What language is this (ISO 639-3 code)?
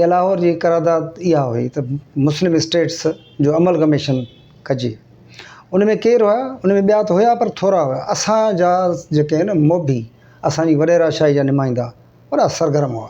snd